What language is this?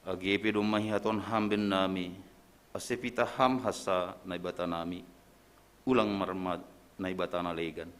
Batak Simalungun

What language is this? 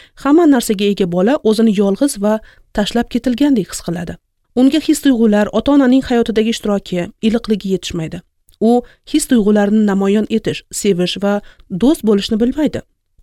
Uzbek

